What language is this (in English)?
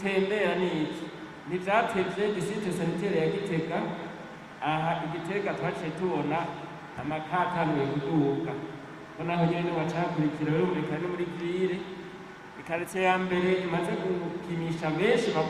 Rundi